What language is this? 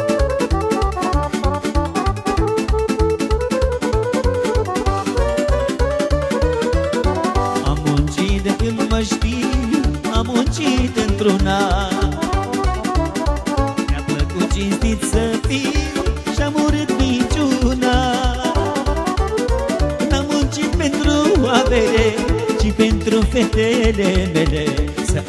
Romanian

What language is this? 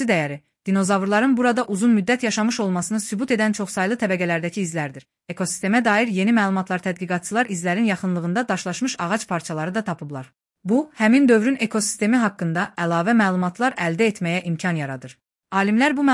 Azerbaijani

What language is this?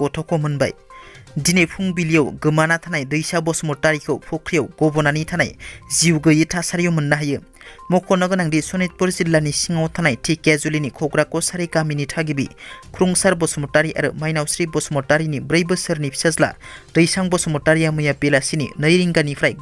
Bodo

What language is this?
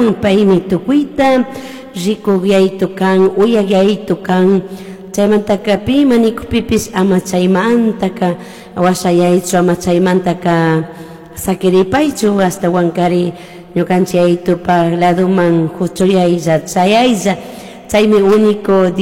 Chimborazo Highland Quichua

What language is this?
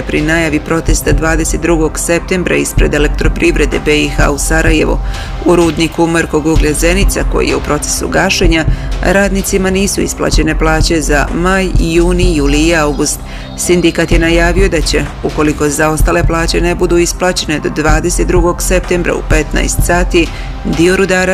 Bosnian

